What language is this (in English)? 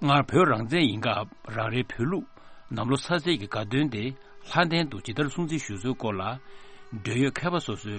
Tibetan